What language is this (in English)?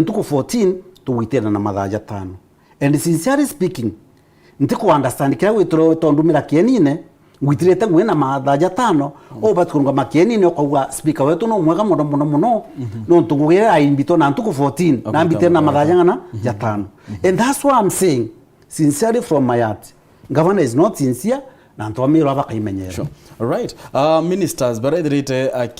Meru